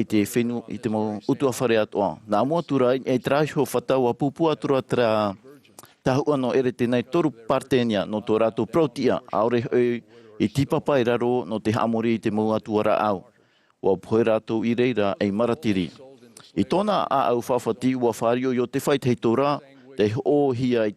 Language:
Tahitian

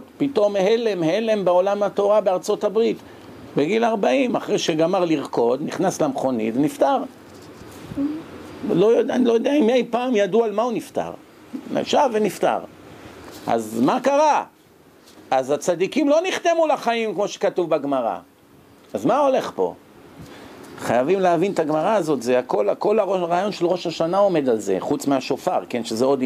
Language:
Hebrew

